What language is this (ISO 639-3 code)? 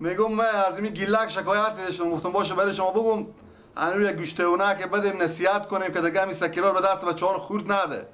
fas